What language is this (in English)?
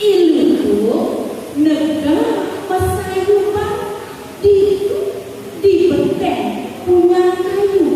Balinese